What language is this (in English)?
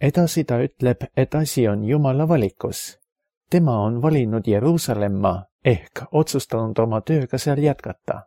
Estonian